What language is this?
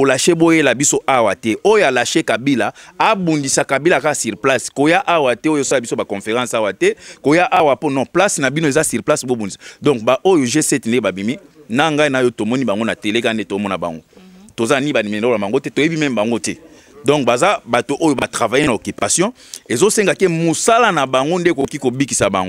Lingala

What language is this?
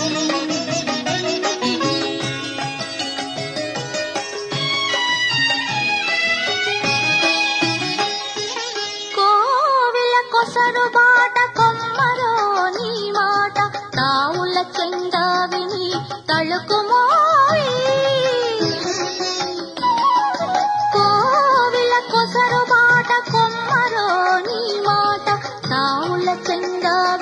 Telugu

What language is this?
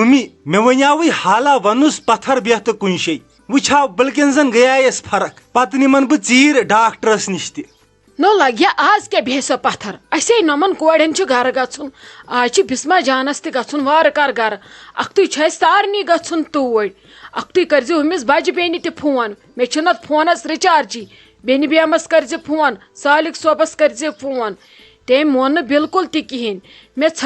Kashmiri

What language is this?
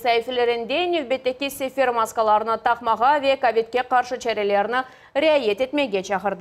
Crimean Tatar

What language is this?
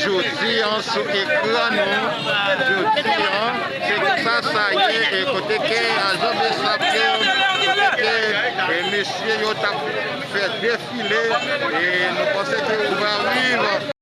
Haitian Creole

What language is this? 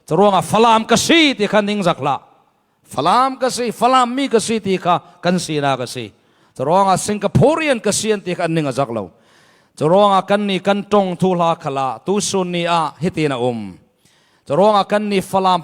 Falam Chin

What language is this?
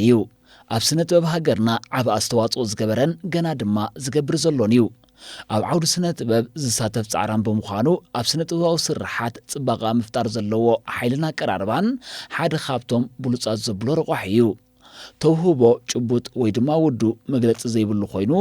Tigrinya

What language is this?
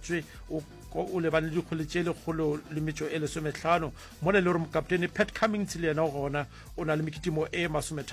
Northern Sotho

